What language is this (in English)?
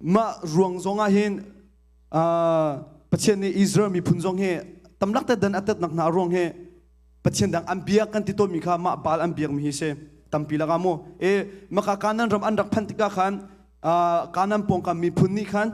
Hakha Chin